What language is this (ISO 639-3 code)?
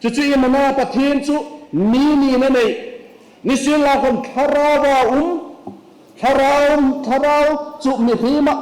hmr